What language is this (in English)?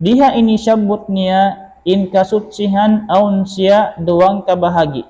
Tausug